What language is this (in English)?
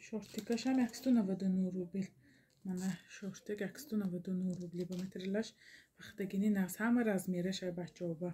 Tajik